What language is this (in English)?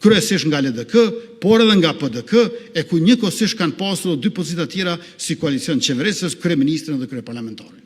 Albanian